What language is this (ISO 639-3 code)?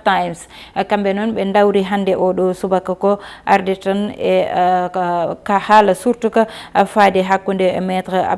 ful